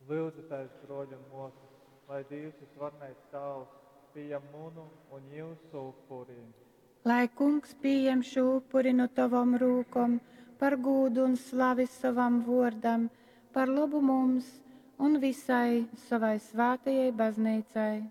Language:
Latgalian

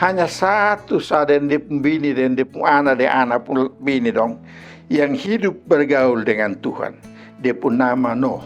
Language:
Kupang Malay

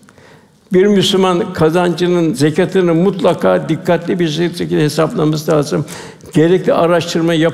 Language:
Turkish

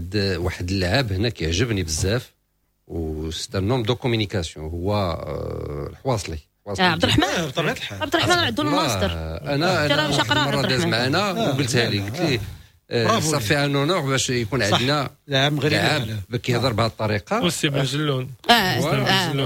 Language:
Moroccan Arabic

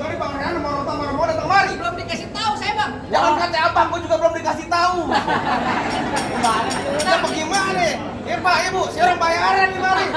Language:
Betawi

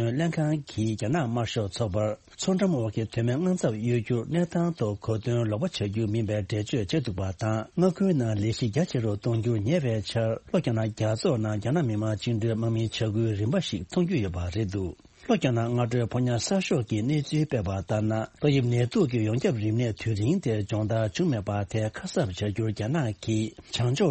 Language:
Tibetan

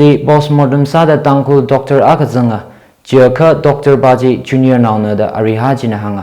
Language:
Tangkhul Naga (India)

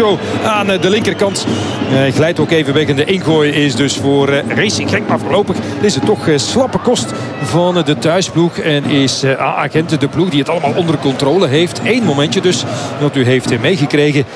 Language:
Dutch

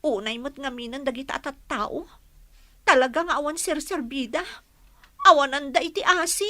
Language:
Iloko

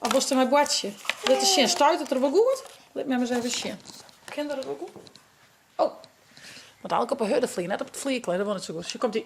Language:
Western Frisian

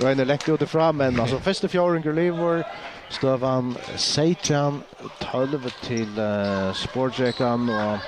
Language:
Faroese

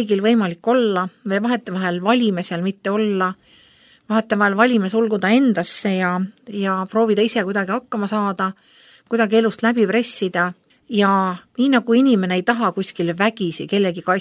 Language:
Estonian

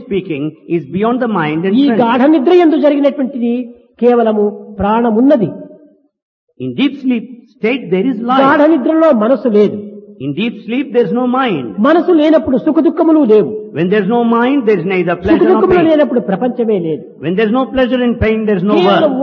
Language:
Telugu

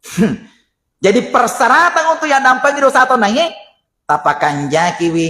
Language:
Buginese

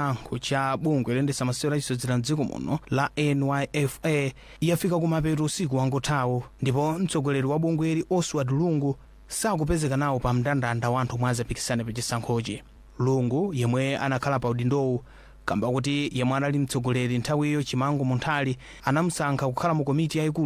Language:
Nyanja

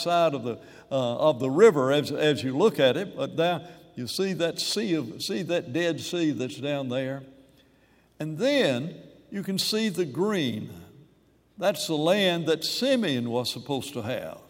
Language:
English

